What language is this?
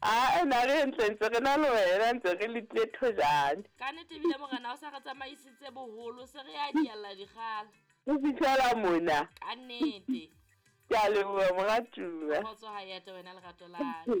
Southern Sotho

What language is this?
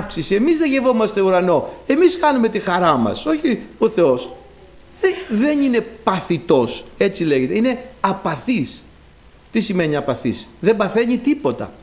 Greek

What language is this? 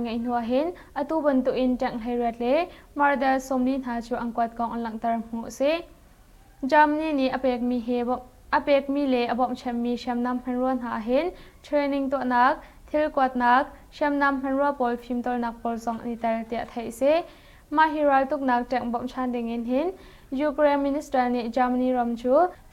Hakha Chin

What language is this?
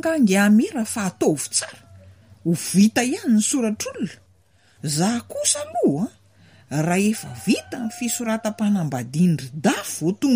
Malagasy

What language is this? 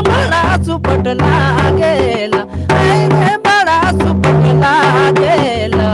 Sadri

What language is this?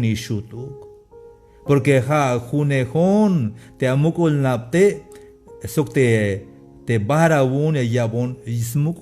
Tzeltal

